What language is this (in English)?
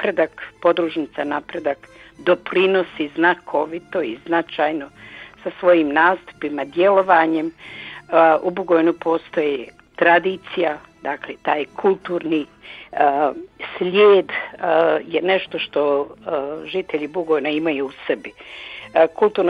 Croatian